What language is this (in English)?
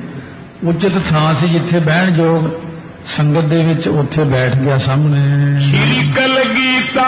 Punjabi